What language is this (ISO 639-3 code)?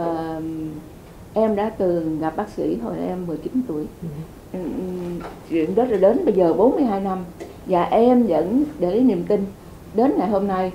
vie